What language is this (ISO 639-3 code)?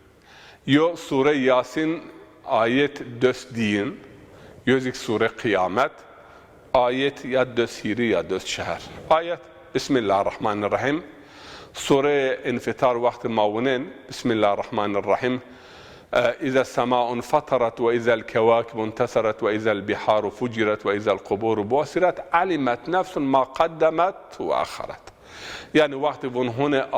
zza